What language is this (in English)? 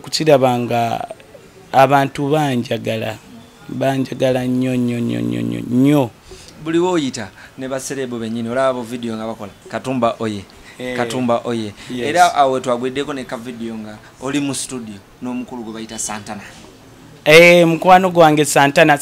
Ganda